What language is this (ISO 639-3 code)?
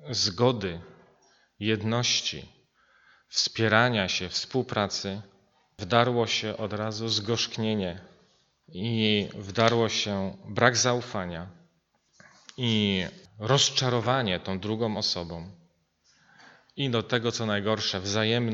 pol